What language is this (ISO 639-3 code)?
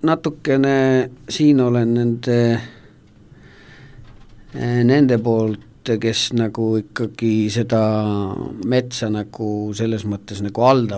est